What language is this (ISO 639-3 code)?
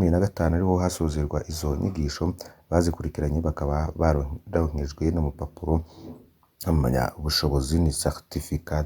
run